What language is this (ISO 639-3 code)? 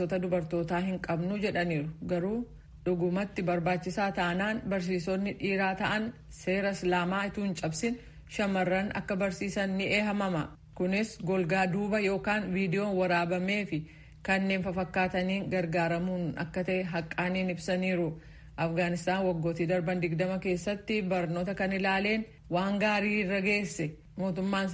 orm